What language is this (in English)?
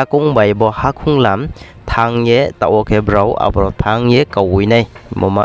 Riang (India)